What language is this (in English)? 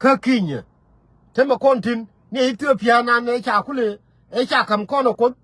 Nuer